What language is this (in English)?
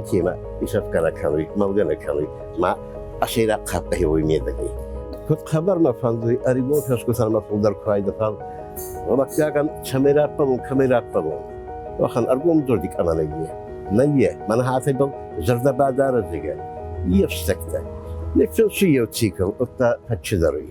Ossetic